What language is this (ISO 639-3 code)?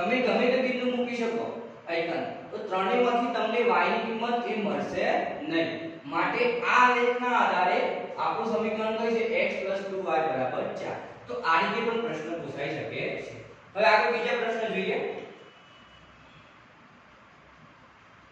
guj